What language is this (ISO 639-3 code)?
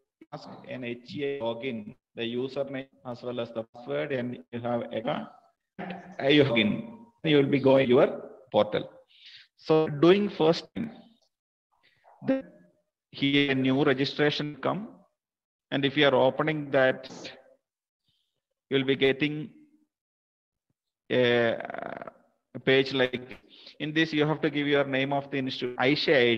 eng